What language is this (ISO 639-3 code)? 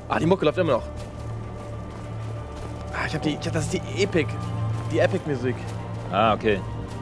deu